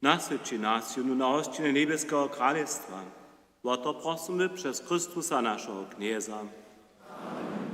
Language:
Upper Sorbian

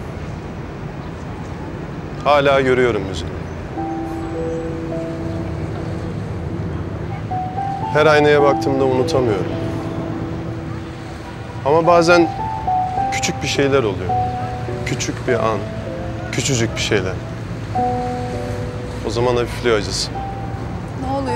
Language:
Turkish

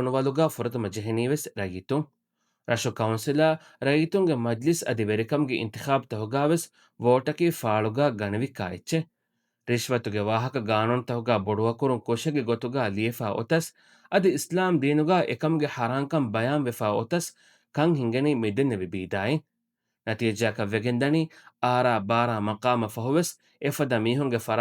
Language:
Divehi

